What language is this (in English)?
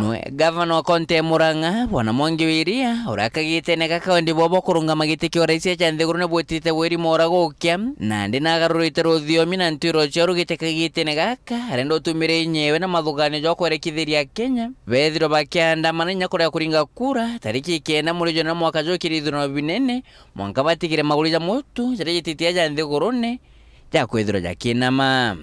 Meru